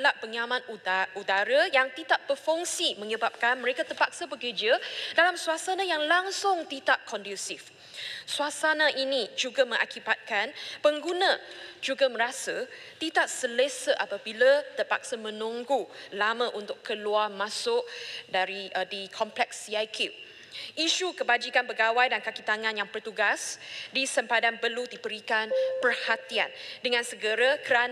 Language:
Malay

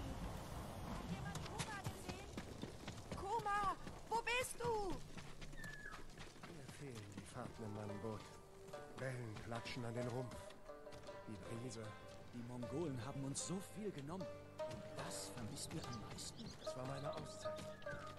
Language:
German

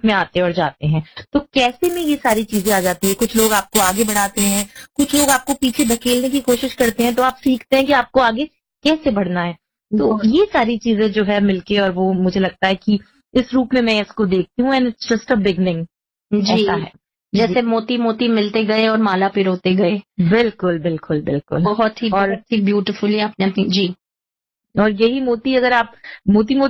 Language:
Hindi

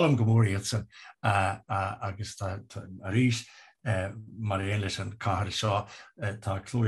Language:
Irish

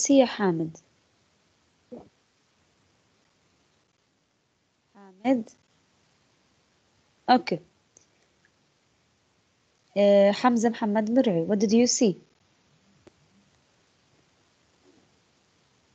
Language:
English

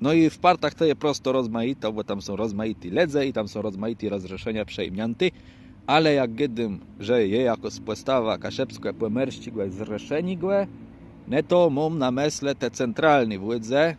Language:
Kashubian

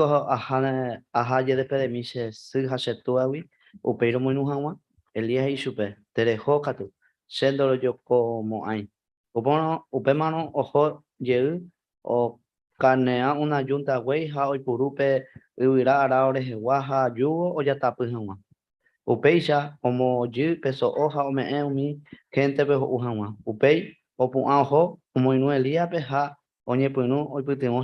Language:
Guarani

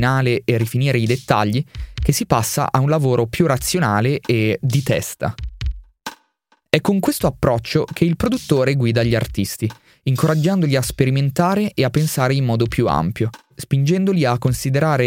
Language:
Italian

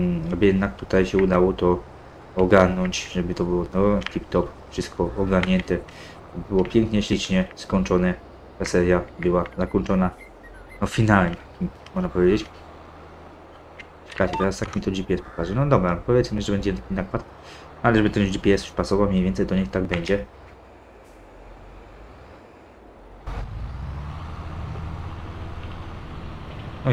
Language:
Polish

